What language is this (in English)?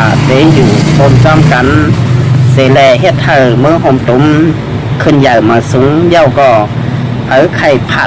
Shan